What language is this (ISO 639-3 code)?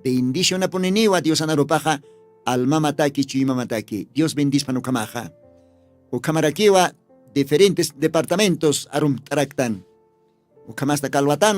aym